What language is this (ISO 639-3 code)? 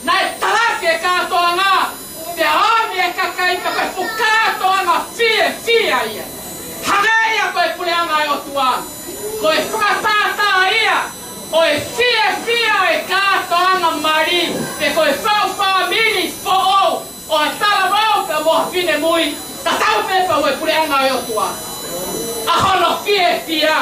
ton